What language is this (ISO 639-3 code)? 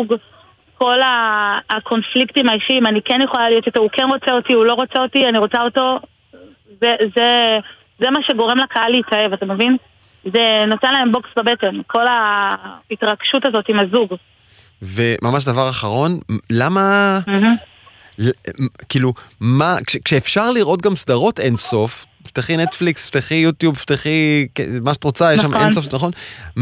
heb